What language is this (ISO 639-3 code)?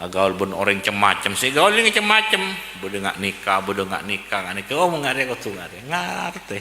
mad